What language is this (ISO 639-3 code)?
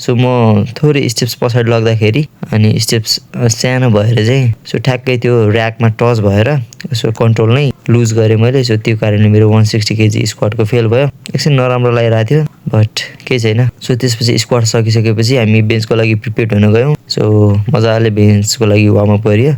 nep